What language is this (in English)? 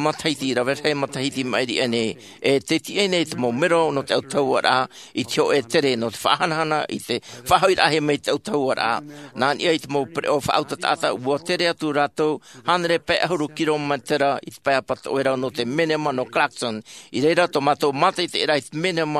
Tahitian